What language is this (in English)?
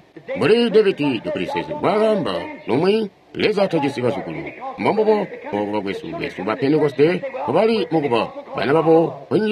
Tonga (Zambia)